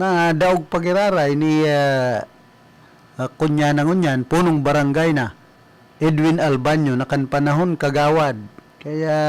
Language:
Bikol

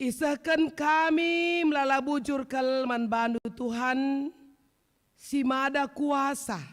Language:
Batak Karo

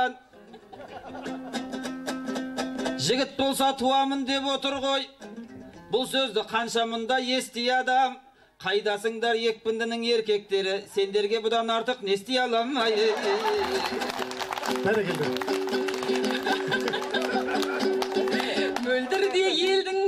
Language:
Kazakh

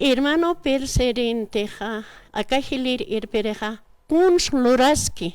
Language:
Aymara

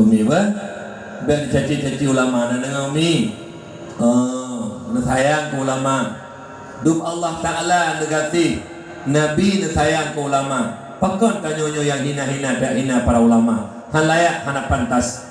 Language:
Achinese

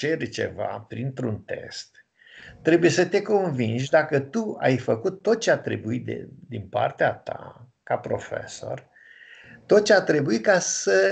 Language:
Romanian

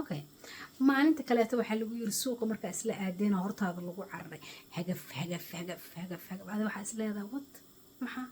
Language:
Somali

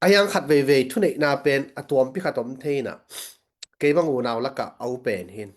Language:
Tedim Chin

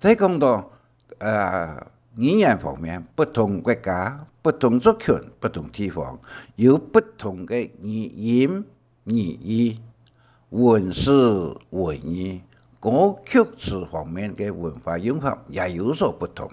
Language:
Hakka Chinese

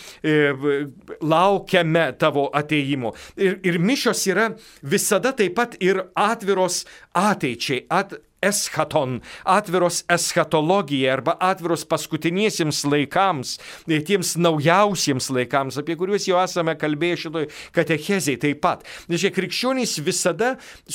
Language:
Lithuanian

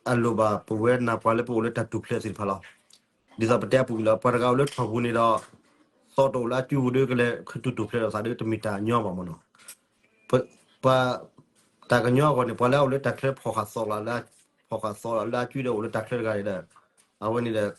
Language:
S'gaw Karen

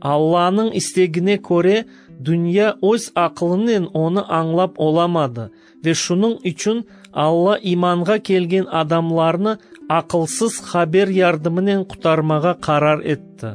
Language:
Crimean Tatar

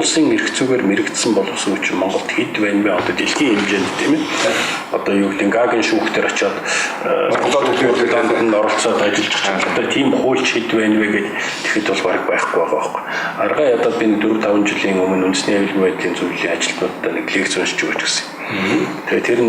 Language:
Mongolian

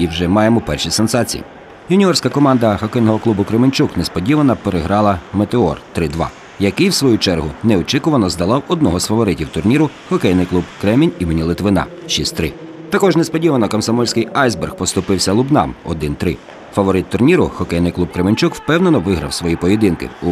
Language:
Ukrainian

